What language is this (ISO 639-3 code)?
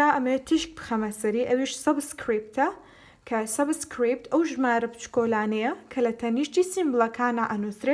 ckb